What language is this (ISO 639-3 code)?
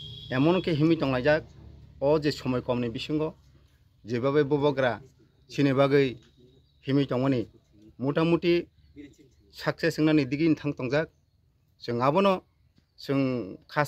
trp